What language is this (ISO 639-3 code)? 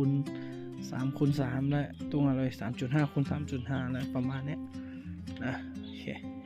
ahk